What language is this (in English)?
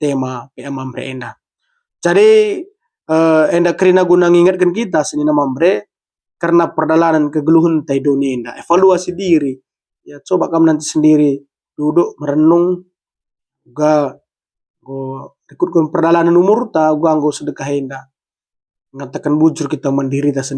Batak Karo